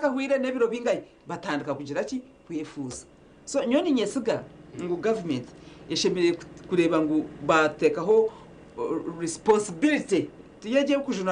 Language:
Nyankole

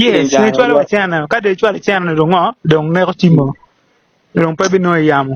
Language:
Acoli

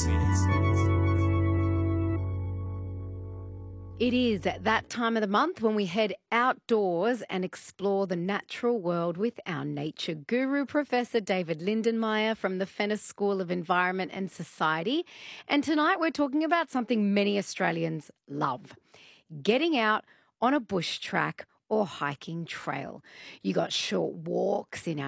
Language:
English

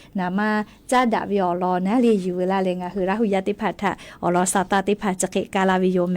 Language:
Lahu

